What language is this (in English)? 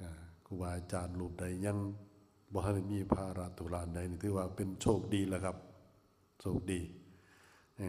Lao